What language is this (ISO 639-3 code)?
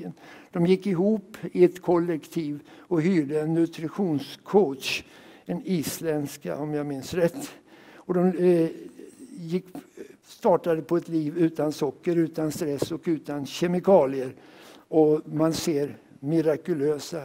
swe